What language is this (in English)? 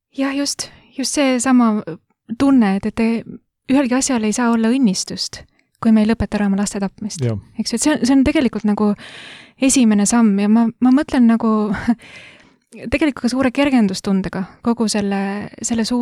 Estonian